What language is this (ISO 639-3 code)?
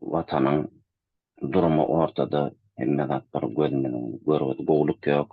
tuk